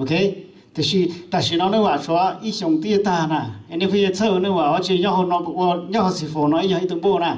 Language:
Hmong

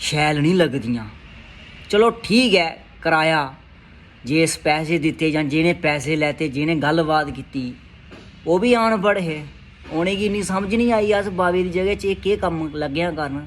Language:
Dogri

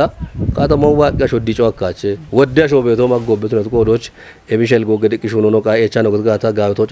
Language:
Kafa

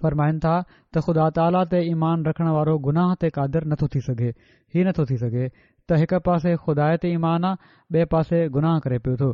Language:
Sindhi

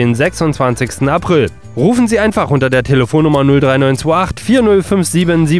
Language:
German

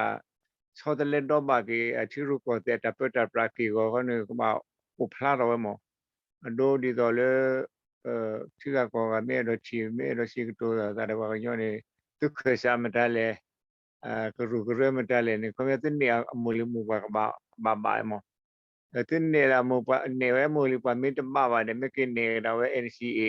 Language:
S'gaw Karen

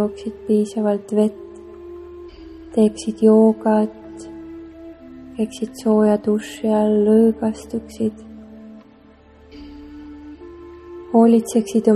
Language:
Estonian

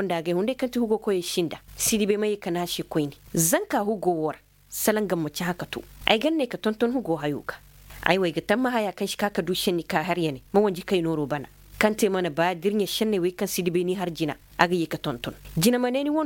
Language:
Koyraboro Senni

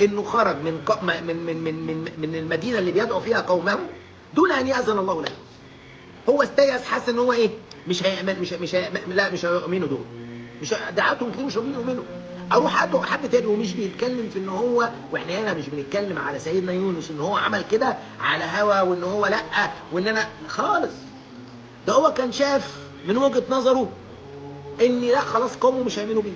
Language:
Egyptian Arabic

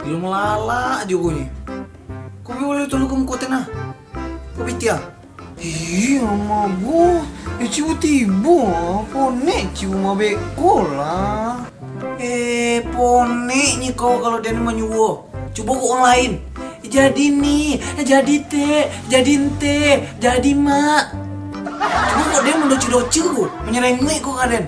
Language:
Minangkabau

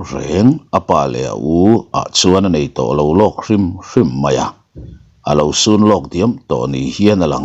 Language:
Mizo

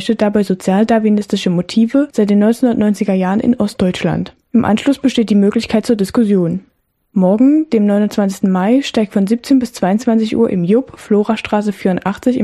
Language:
German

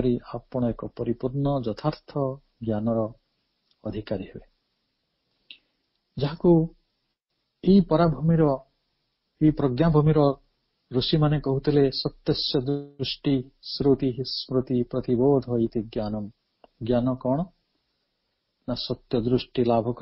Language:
Odia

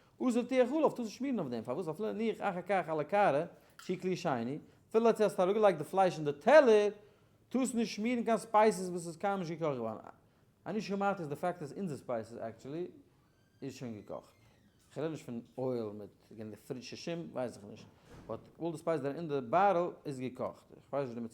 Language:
Yiddish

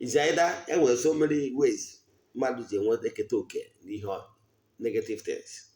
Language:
Igbo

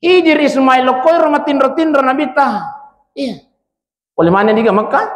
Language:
Buginese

